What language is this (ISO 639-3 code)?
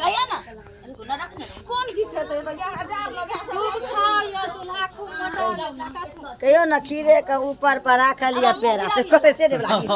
mai